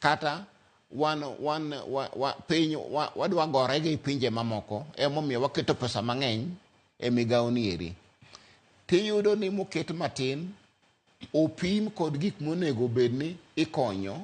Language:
Luo (Kenya and Tanzania)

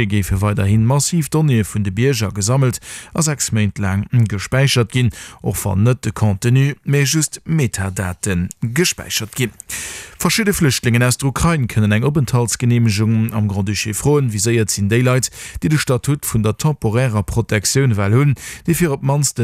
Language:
Luxembourgish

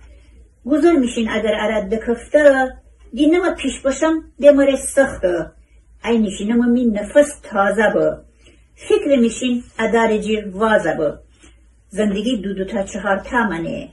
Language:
Gilaki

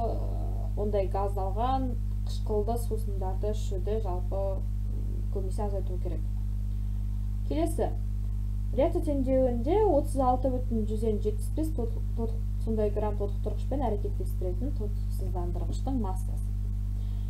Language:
Kazakh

